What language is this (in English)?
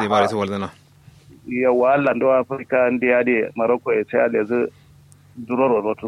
Kanuri